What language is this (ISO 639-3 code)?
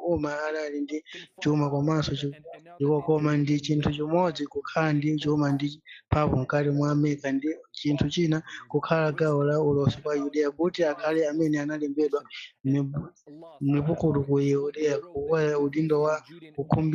nya